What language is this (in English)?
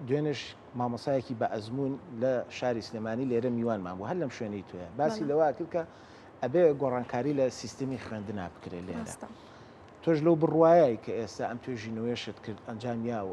Central Kurdish